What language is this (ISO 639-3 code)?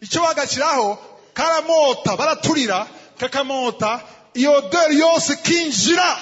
run